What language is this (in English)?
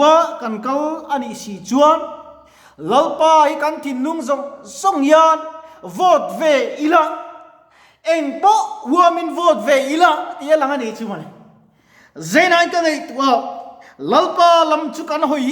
Mizo